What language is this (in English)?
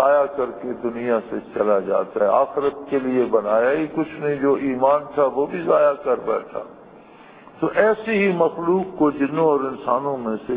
Urdu